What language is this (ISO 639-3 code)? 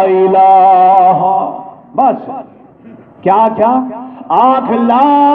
skr